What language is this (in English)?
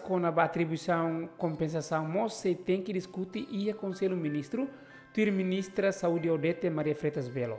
Tetum